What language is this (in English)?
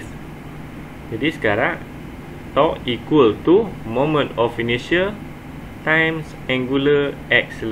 Malay